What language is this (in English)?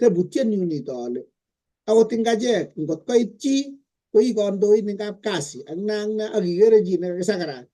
Kalenjin